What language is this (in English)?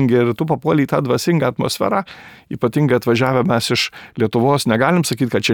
Lithuanian